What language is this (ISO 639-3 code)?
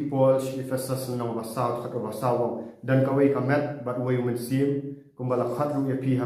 kha